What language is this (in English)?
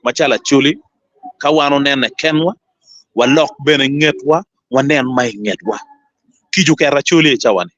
Acoli